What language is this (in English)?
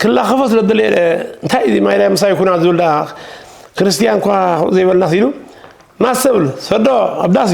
Tigrinya